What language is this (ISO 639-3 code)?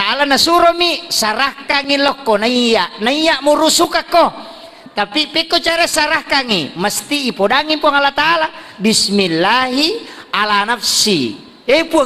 bug